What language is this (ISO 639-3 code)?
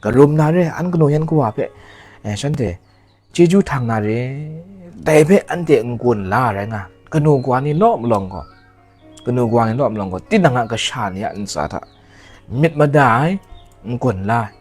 kac